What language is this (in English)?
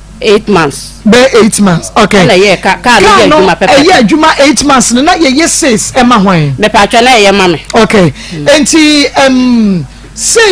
Akan